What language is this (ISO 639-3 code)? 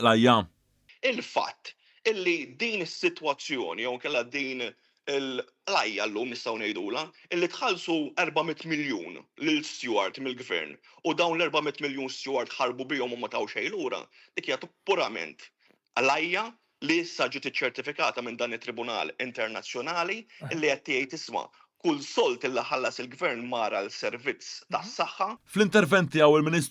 mlt